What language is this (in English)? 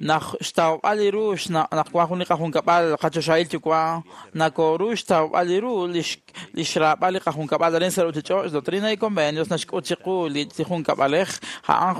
Kekchí